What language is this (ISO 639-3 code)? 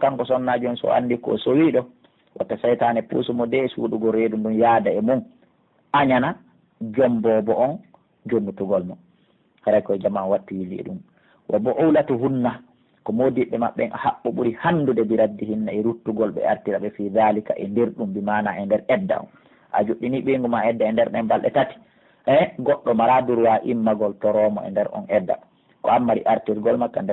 fuf